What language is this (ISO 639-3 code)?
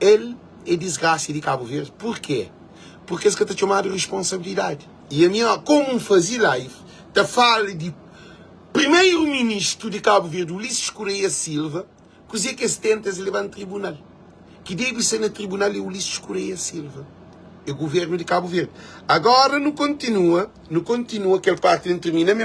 kea